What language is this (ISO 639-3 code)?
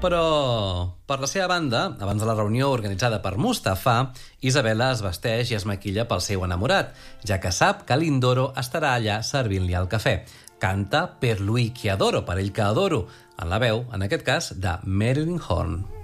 cat